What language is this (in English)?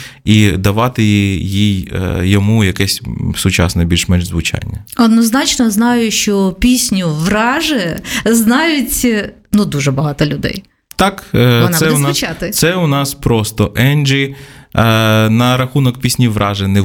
Ukrainian